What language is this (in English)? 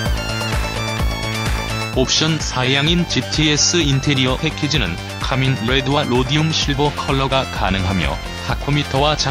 Korean